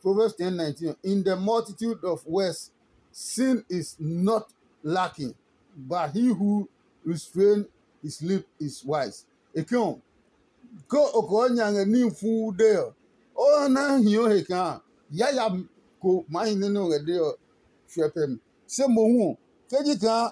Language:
Adangme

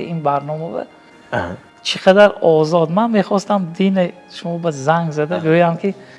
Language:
Tajik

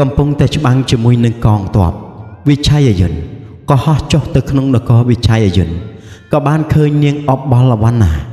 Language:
Khmer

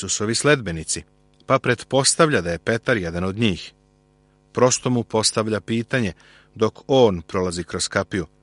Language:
Serbian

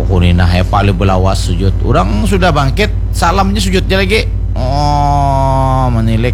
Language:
Banjar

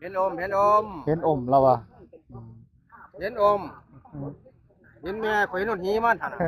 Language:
Northeastern Thai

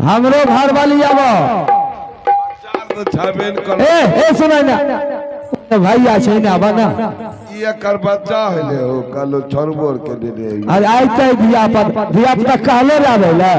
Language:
Maithili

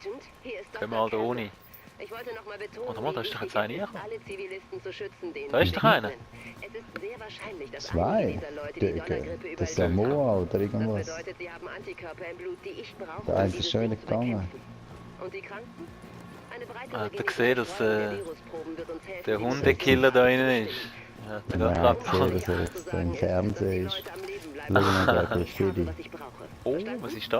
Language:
Swiss German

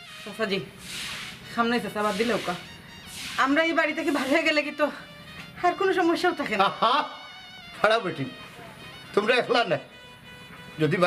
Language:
Sylheti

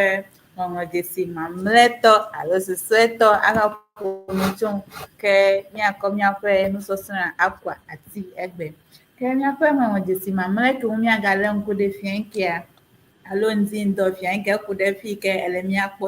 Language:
Ewe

